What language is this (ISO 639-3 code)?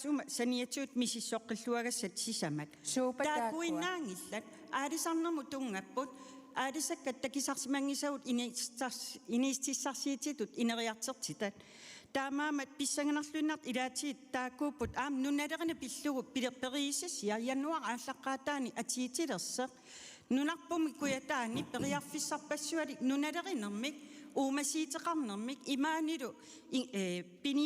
kal